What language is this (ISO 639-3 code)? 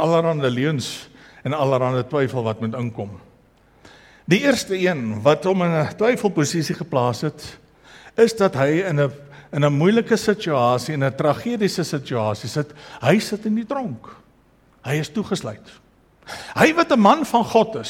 afr